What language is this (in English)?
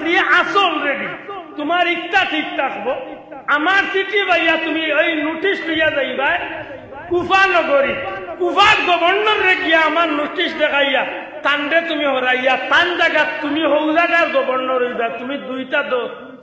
Sylheti